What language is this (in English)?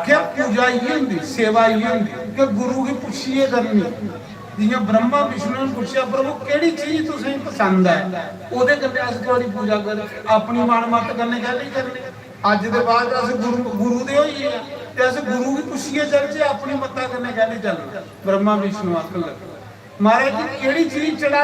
Dogri